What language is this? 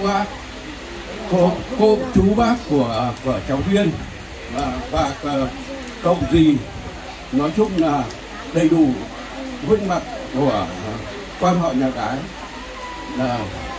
Vietnamese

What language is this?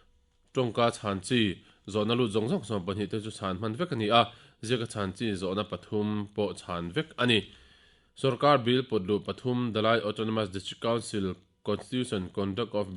Mizo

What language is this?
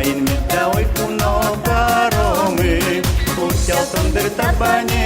Udmurt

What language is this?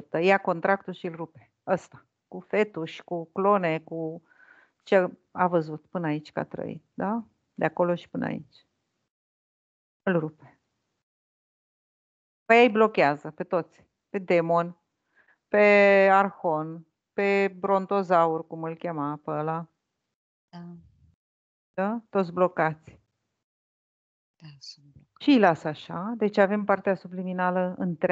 Romanian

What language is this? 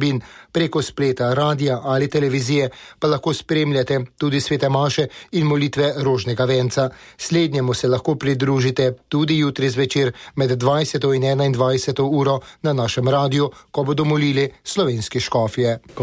Slovenian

